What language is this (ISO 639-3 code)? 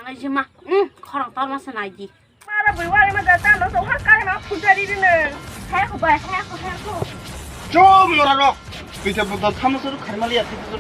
trp